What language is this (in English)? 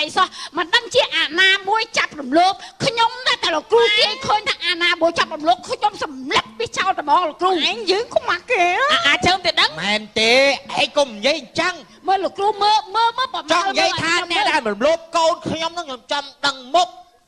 Khmer